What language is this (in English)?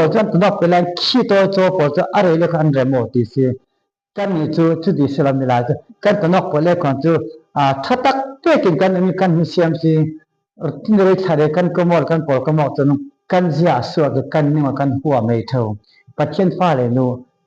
Falam Chin